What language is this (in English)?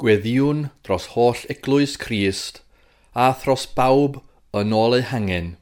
Welsh